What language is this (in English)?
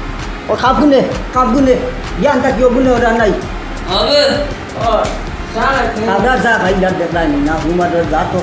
Sylheti